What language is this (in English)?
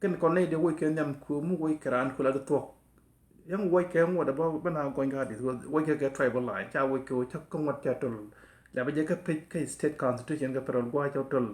Nuer